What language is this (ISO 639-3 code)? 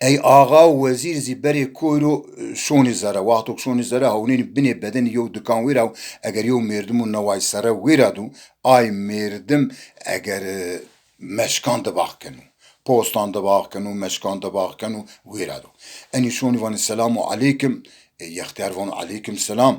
zza